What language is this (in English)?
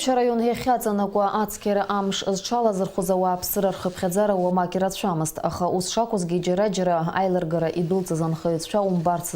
Abkhazian